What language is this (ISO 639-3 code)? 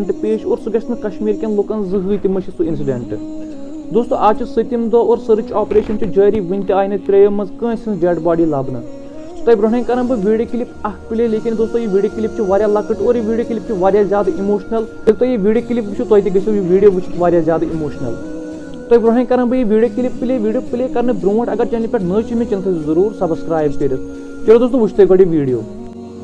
kas